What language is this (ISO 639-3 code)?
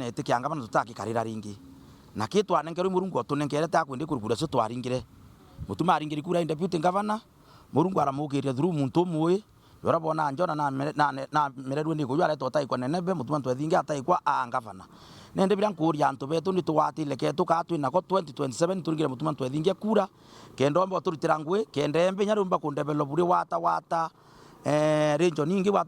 mer